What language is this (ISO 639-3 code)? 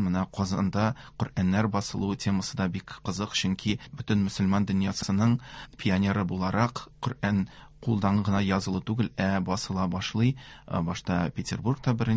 tat